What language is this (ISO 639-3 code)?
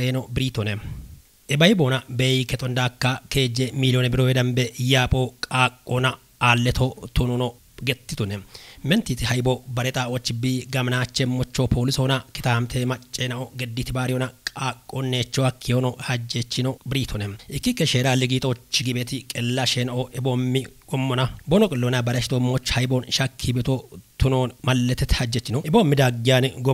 kbr